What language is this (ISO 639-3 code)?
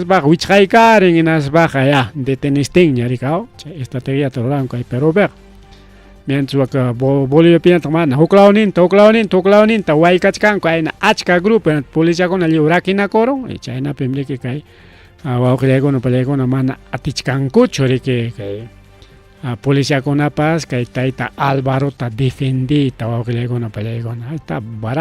quy